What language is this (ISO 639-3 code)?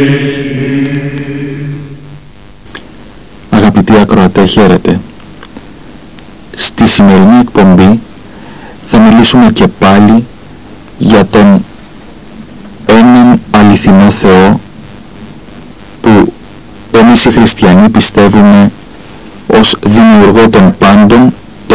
ell